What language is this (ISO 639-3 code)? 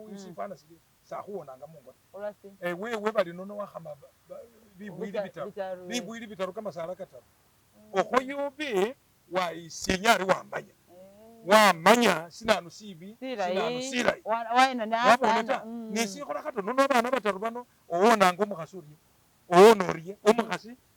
myx